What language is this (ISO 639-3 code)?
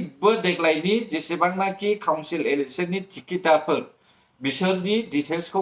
brx